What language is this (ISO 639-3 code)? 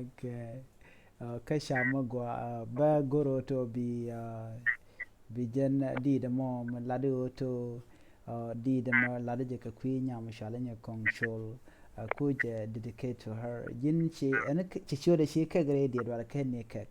nus